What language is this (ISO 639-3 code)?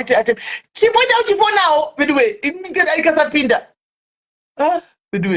sna